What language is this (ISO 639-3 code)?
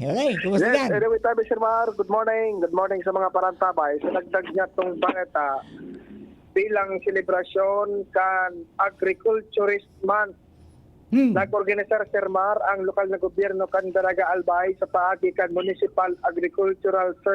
bik